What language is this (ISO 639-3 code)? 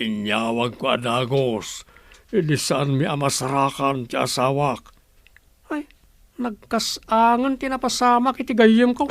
ilo